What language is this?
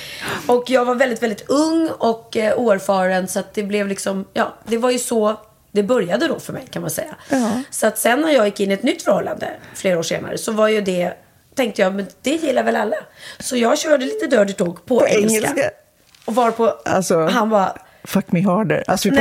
Swedish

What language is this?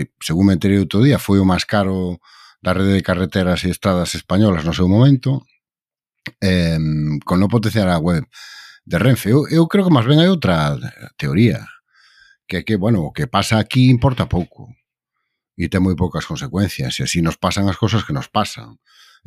Galician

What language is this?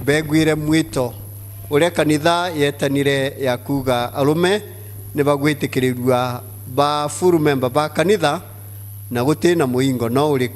Meru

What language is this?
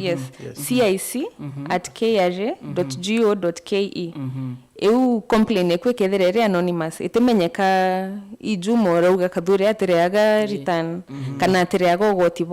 Meru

